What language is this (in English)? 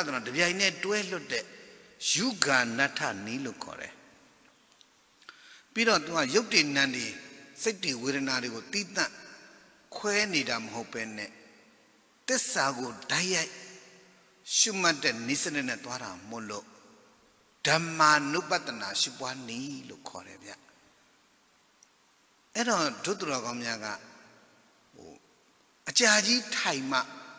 Burmese